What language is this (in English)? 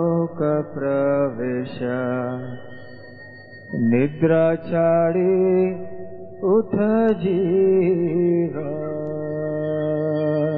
Hindi